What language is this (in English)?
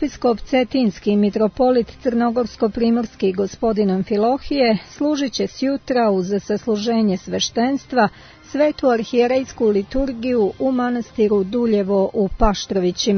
Serbian